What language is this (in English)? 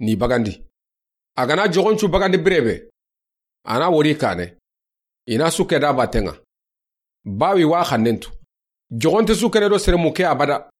Soninke